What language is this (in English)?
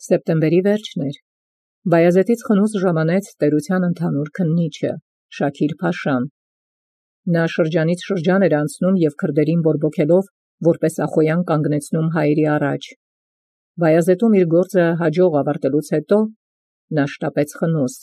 Armenian